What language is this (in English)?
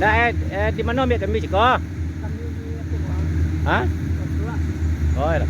Minangkabau